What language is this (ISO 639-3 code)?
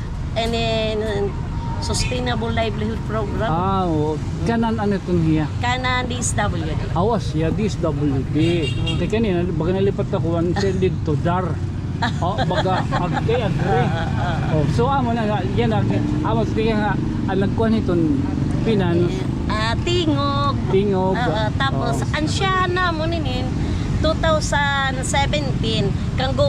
war